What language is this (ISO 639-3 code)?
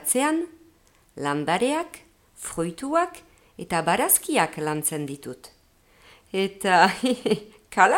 eus